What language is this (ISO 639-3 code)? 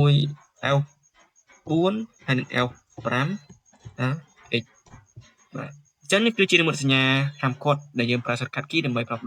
khm